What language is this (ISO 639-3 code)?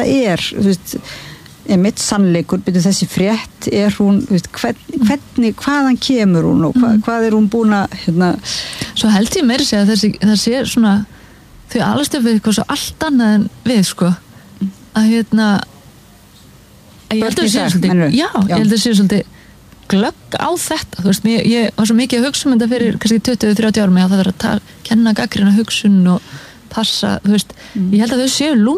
isl